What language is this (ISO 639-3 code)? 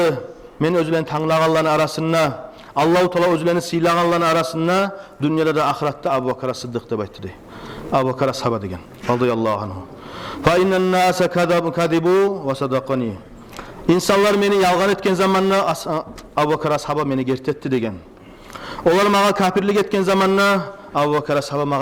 kum